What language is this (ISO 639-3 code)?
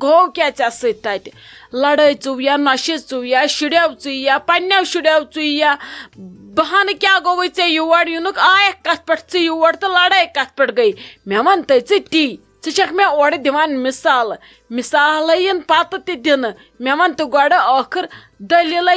kas